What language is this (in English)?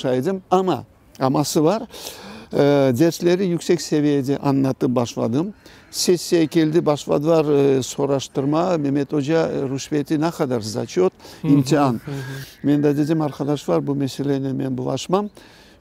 Crimean Tatar